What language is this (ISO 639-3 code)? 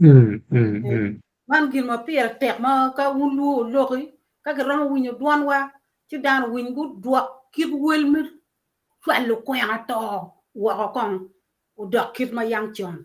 ach